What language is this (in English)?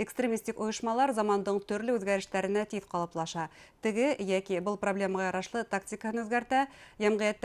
Bashkir